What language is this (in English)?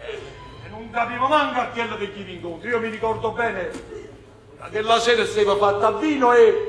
Neapolitan